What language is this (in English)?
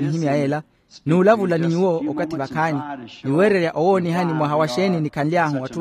Makhuwa